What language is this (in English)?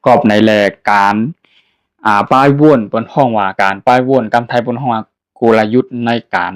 Shan